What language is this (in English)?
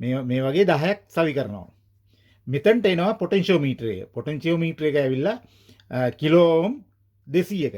Sinhala